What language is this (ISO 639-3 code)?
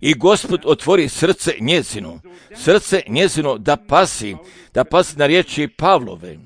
hrv